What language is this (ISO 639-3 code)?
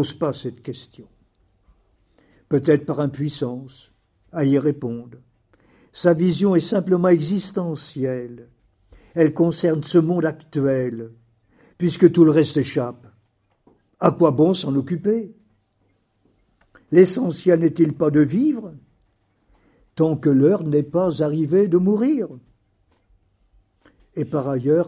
fra